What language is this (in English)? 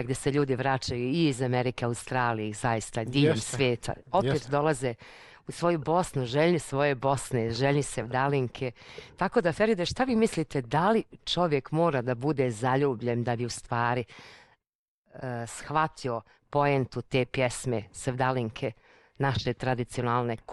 Bosnian